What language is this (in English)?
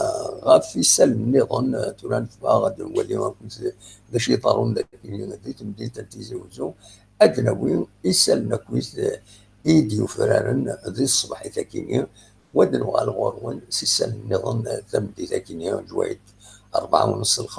Kabyle